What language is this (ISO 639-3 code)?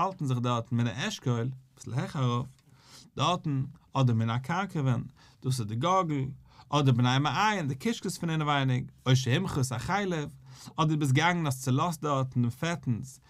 yid